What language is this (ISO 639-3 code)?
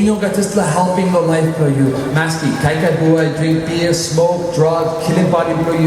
tpi